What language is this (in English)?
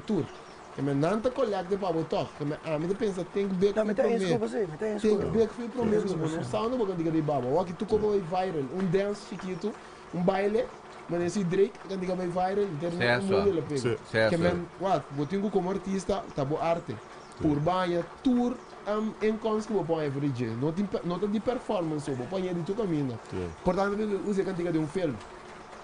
Papiamento